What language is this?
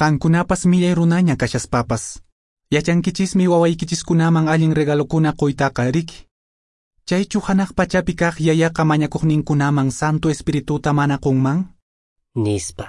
Quechua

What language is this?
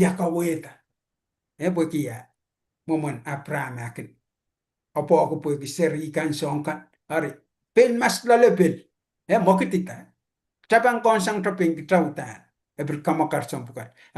Pohnpeian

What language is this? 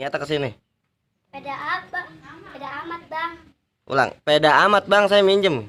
Betawi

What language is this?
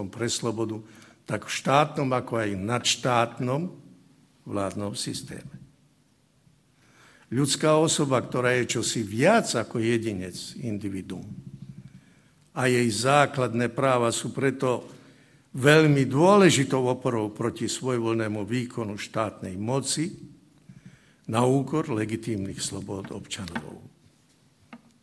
Slovak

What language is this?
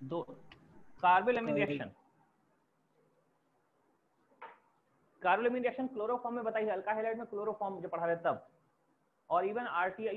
Hindi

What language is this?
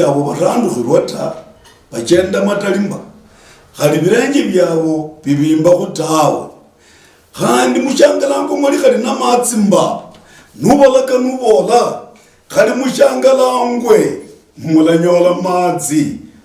Luyia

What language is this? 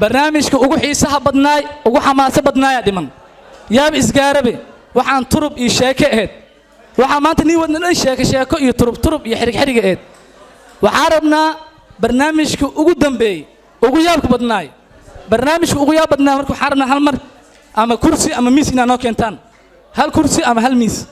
Somali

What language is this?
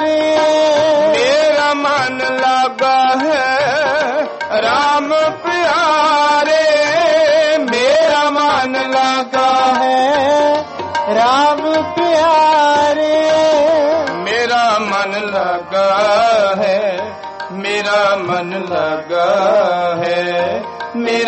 Punjabi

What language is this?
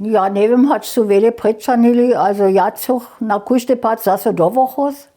Upper Sorbian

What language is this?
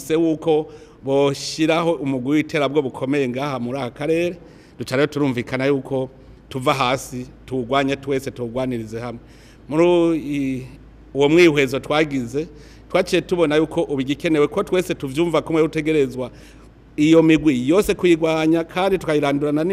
Rundi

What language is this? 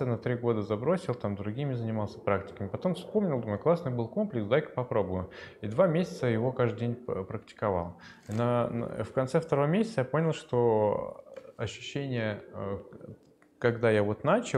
Russian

